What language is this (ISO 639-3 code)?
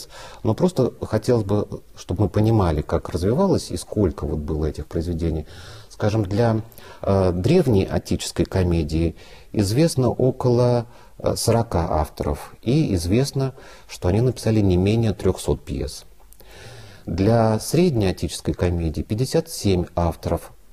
rus